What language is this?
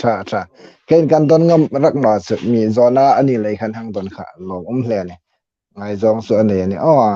Hmar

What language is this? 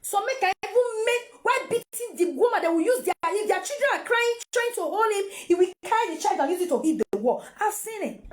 Nigerian Pidgin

